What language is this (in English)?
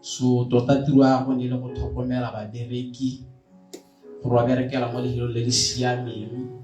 Tswana